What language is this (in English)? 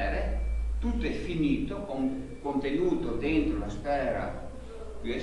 Italian